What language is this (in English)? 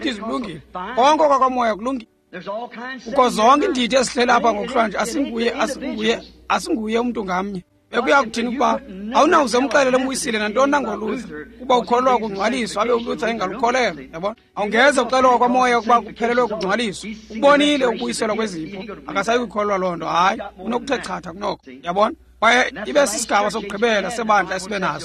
Xhosa